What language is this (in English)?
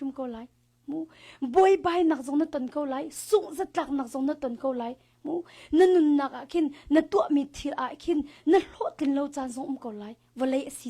Hakha Chin